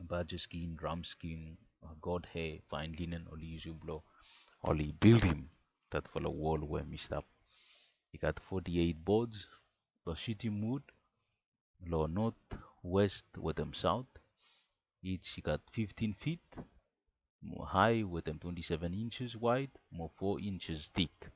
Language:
Bislama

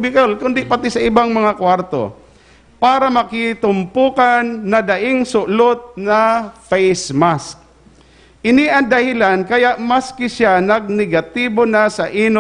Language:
Bikol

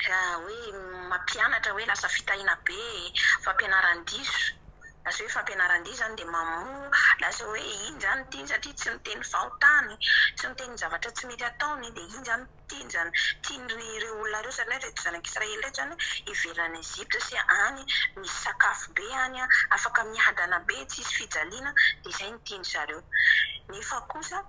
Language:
Malagasy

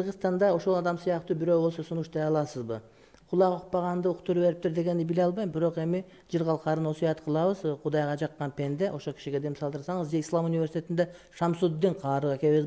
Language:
Kyrgyz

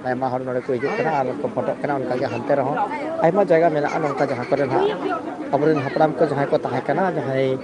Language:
Santali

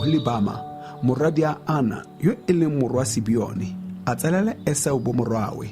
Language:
Tswana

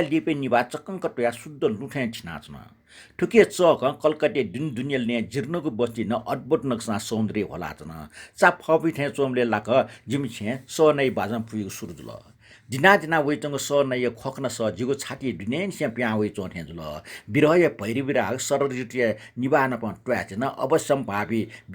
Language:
Newari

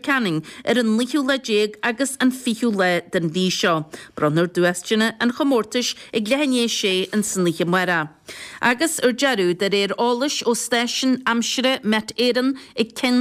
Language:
Irish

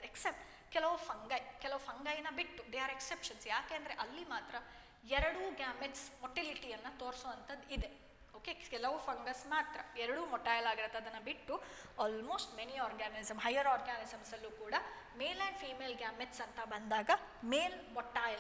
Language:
Kannada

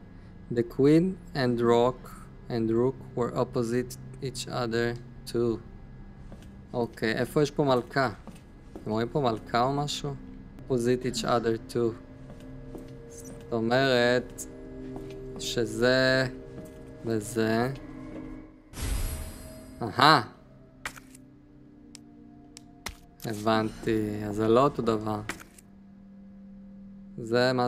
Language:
Hebrew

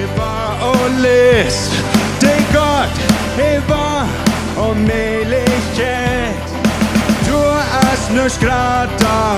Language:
Plautdietsch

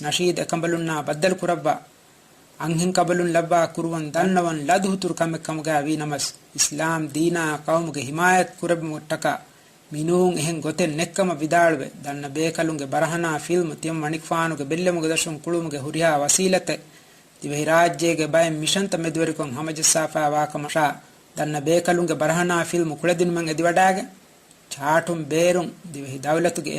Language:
Divehi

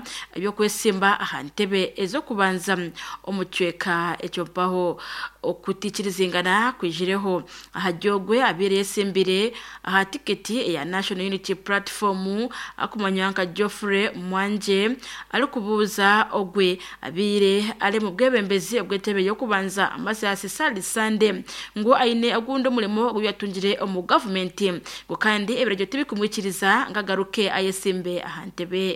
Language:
Nyankole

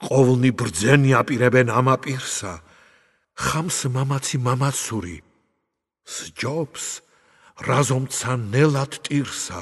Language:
Georgian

